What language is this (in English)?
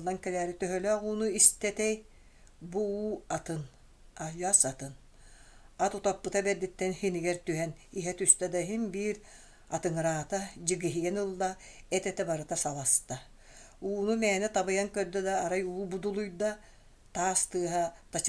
Yakut